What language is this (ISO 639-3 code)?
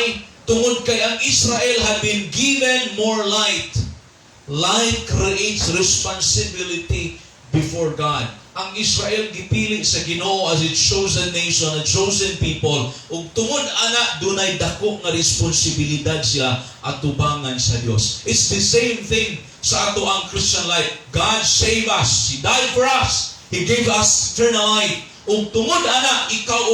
ceb